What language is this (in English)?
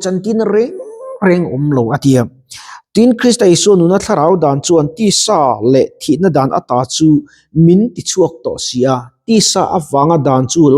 Mizo